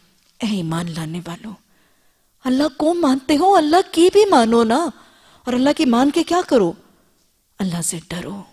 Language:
Urdu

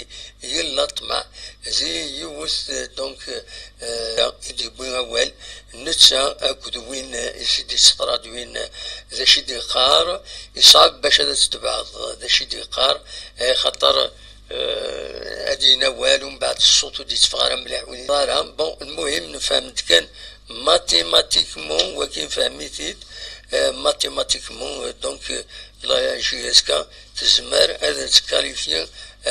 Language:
Kabyle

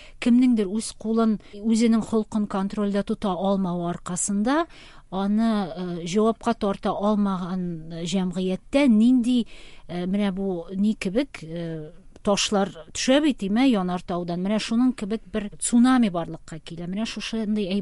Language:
Tatar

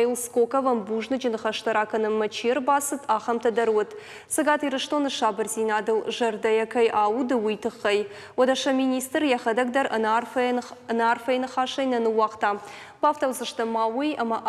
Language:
Ossetic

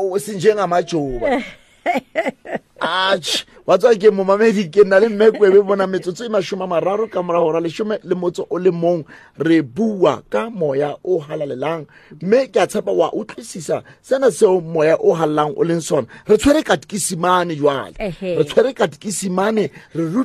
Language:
Southern Sotho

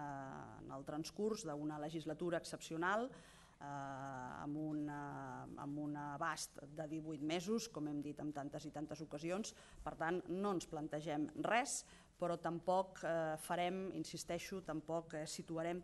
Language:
Catalan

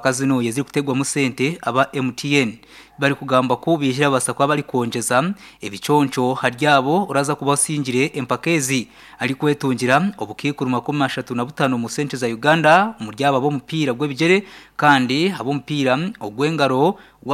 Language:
Nyankole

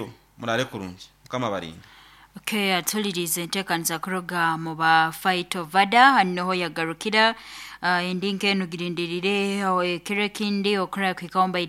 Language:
Nyankole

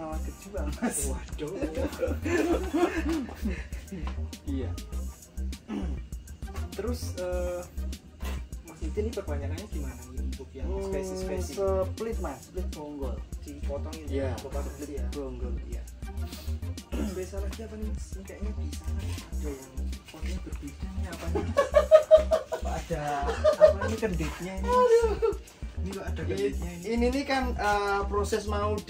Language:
Indonesian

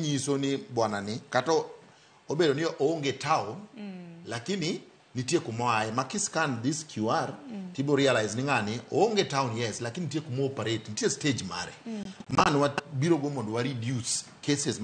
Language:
Luo (Kenya and Tanzania)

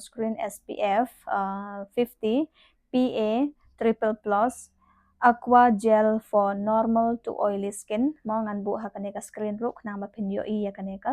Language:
Khasi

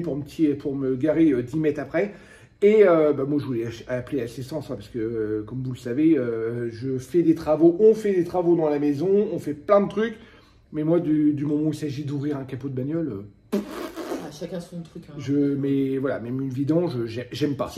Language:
French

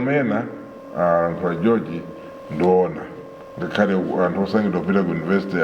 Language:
Nyanja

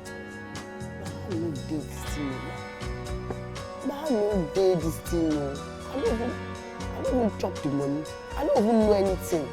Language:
Nigerian Pidgin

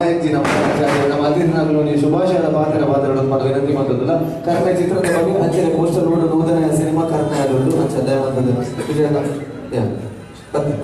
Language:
Tulu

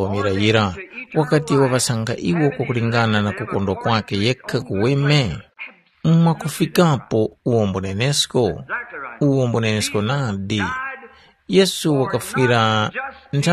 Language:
Tumbuka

